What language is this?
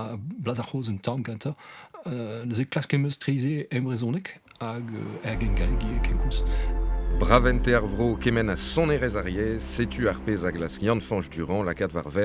Breton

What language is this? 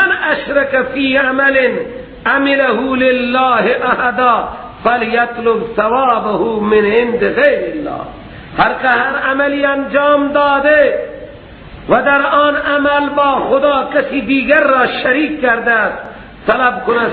Persian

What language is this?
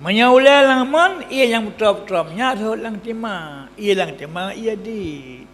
Achinese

